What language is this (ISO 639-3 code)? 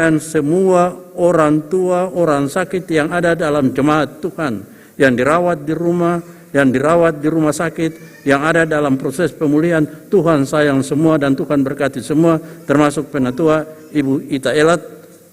abs